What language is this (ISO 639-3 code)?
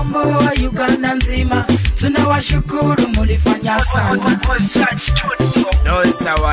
swa